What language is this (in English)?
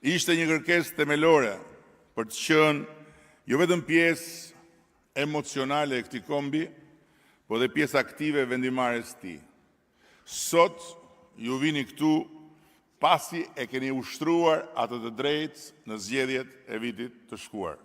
Albanian